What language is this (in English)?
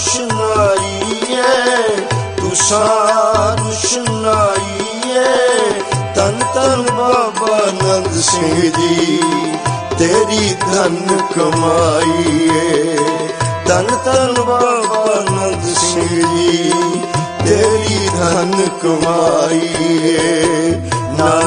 Punjabi